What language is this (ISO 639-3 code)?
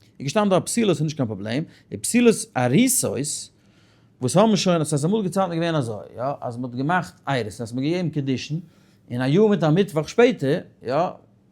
yid